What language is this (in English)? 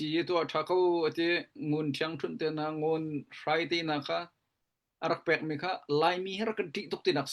Hakha Chin